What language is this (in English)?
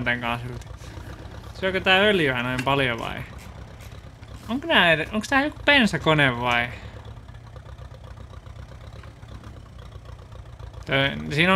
Finnish